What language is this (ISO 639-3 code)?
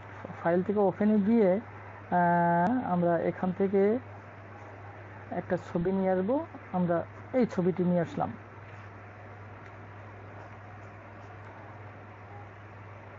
ben